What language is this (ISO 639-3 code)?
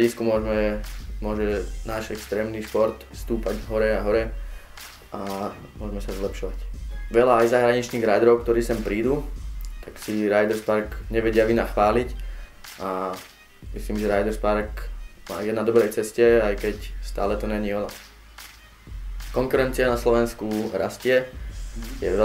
slk